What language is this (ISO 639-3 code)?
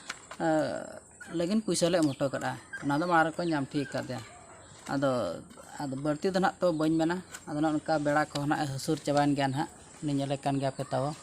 sat